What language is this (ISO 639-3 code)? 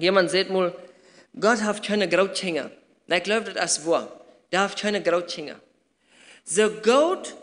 pdt